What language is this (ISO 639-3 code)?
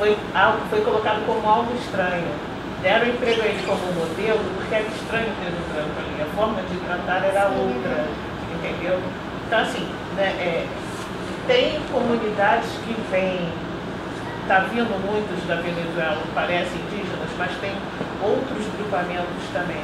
por